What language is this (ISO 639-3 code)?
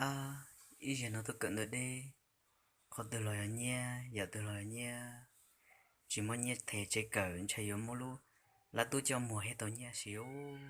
hmn